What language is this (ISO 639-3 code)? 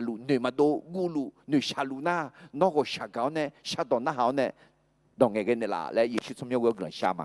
ahk